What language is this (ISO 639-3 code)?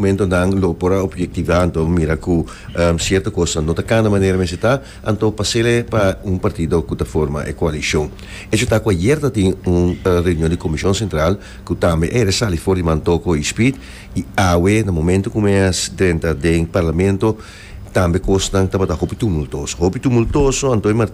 pap